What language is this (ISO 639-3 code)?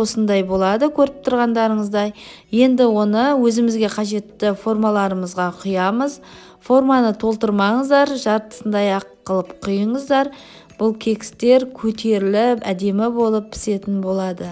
kaz